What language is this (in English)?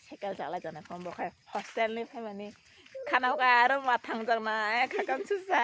Kok Borok